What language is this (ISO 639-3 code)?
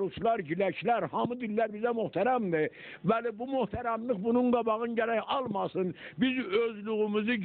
azb